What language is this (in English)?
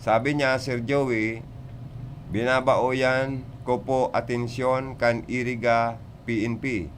Bikol